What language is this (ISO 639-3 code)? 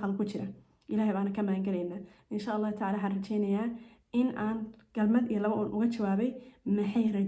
som